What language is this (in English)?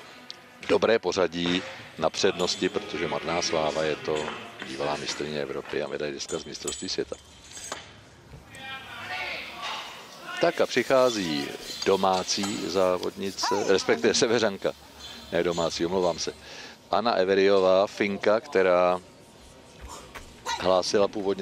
Czech